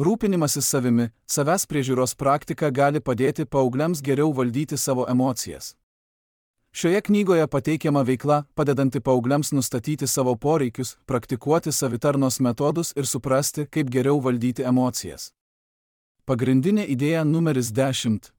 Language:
Lithuanian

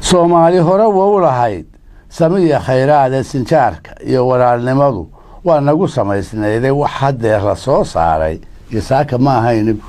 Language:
Somali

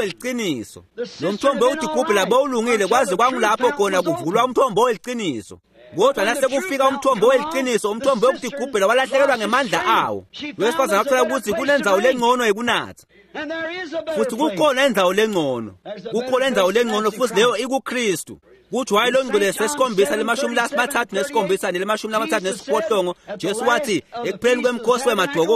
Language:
Swati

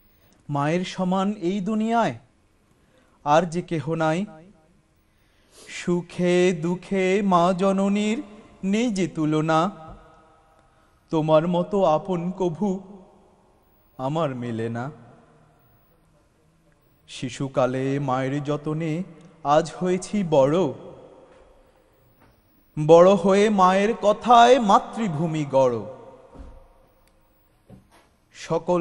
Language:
Bangla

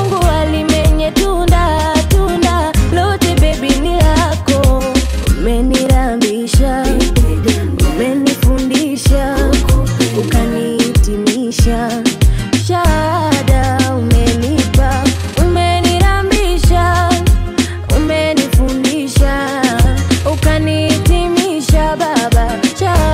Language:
Swahili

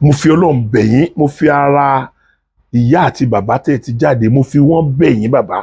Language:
Yoruba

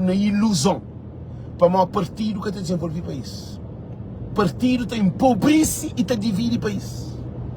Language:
Kabuverdianu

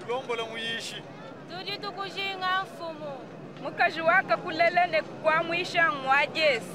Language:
Luba-Lulua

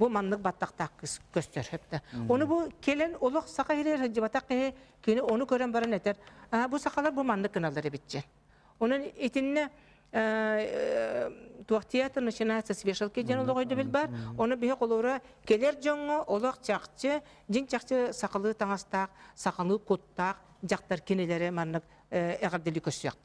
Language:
Yakut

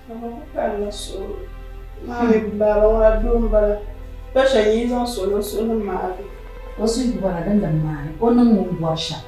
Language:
Dagbani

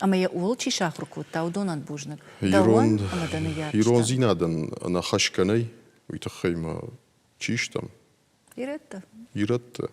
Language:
Ossetic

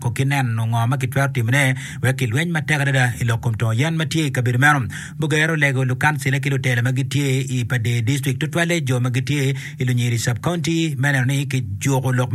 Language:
Acoli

